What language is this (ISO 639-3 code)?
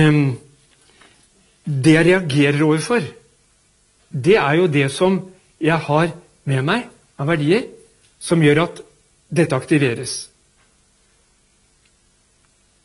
nor